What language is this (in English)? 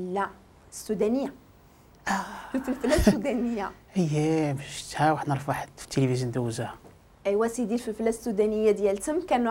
Moroccan Arabic